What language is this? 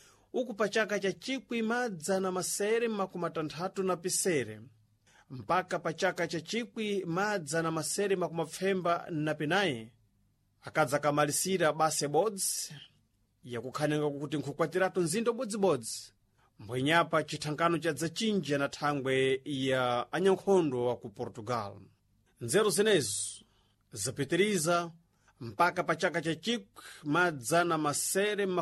Sena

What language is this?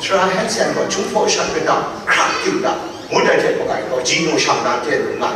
Kachin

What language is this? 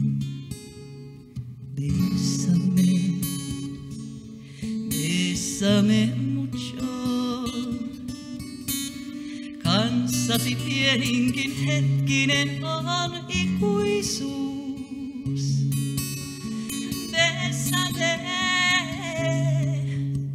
Finnish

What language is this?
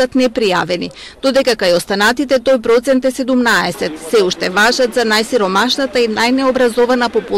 Macedonian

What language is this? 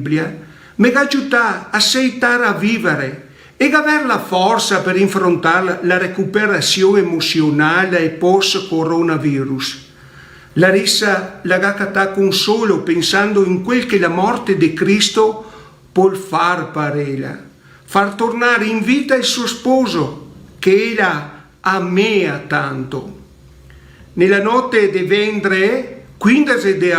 Venetian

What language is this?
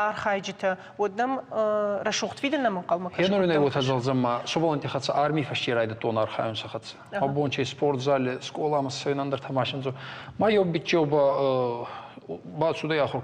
Ossetic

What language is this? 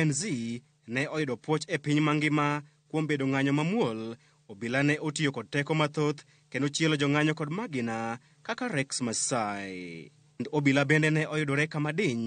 Luo (Kenya and Tanzania)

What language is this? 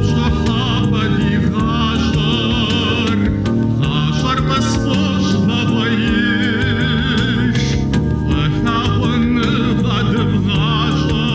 Kabardian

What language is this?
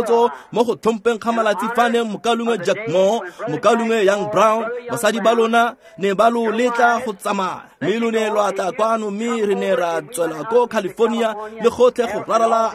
Tswana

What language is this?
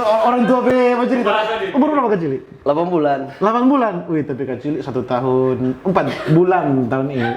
Manado Malay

